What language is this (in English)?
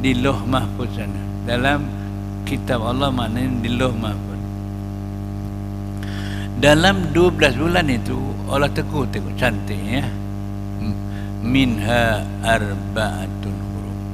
Malay